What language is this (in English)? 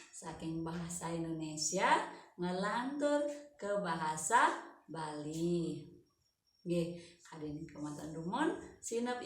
Balinese